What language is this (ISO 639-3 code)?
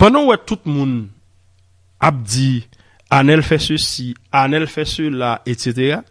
hat